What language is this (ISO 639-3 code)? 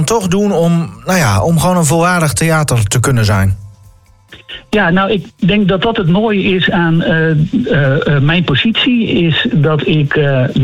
nld